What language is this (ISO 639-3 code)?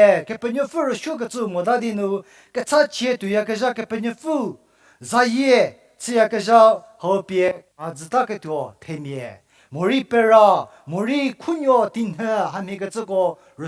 njm